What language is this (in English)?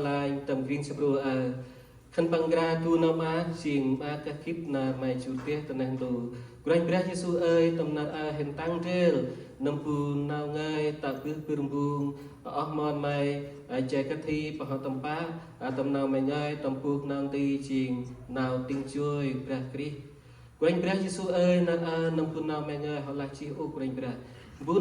Central Mnong